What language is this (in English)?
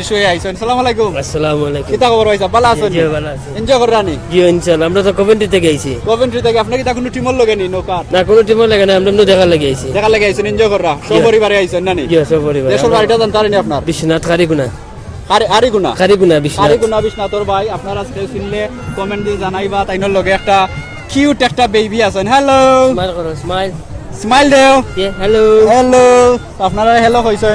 Sylheti